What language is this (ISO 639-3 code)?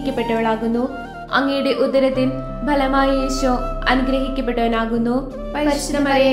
mal